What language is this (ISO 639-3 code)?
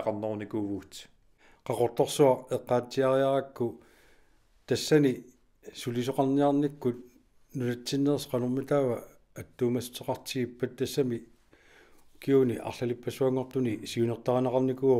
kal